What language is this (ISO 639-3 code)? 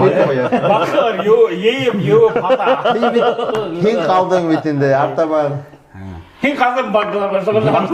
bak